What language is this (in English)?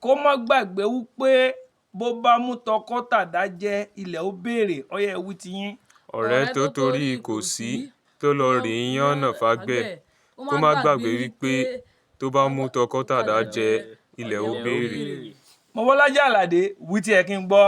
Yoruba